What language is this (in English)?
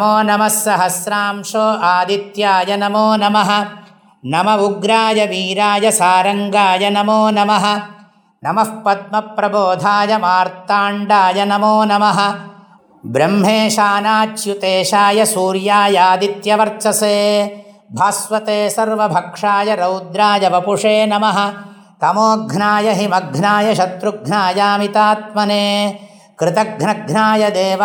Sanskrit